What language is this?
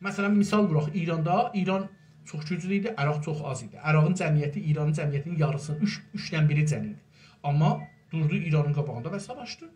South Azerbaijani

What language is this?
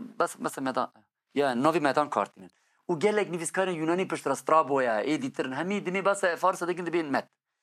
Kurdish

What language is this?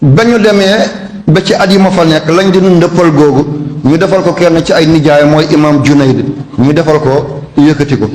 Wolof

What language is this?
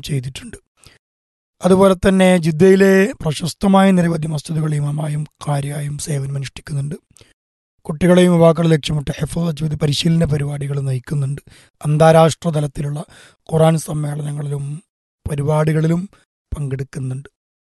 Malayalam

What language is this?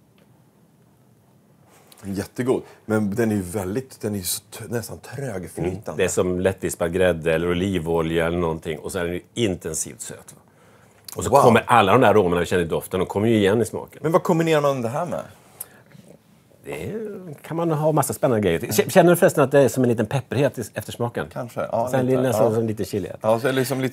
Swedish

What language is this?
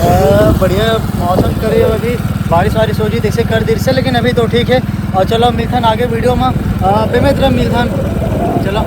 Chhattisgarhi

